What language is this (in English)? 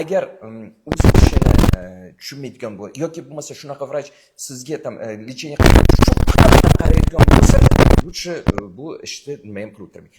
Uzbek